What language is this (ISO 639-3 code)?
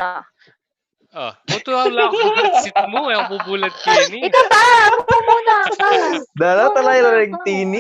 pam